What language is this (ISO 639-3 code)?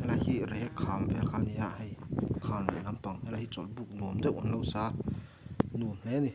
lus